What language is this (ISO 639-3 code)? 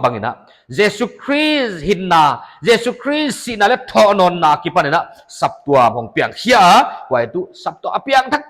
pck